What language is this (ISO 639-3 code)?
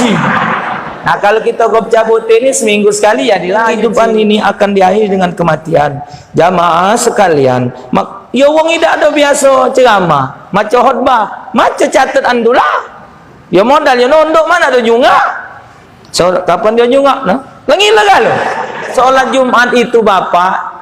mui